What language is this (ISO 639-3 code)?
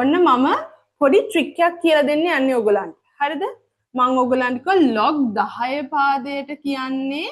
sin